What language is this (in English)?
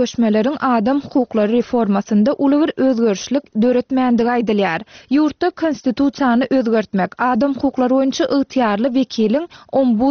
Turkmen